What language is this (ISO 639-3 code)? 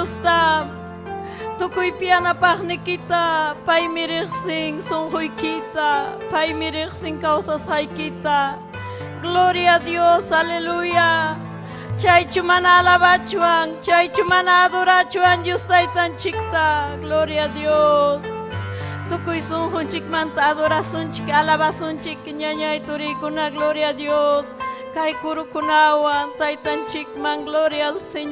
quy